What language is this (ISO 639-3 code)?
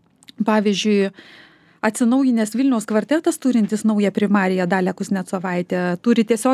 lit